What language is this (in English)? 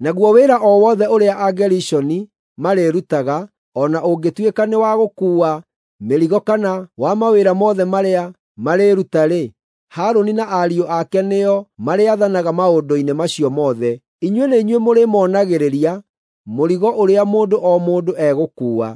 Kikuyu